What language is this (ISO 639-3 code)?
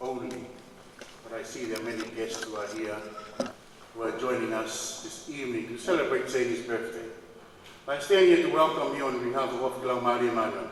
ton